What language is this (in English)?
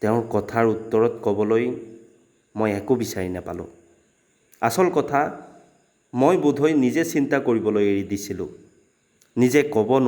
Assamese